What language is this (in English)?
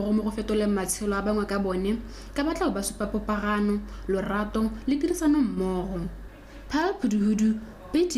Tswana